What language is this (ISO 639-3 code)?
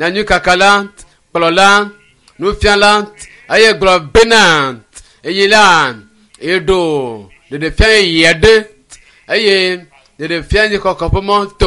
ewe